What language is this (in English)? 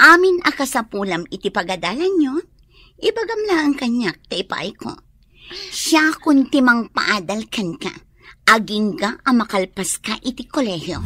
Iloko